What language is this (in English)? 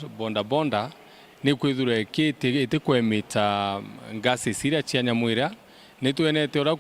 Meru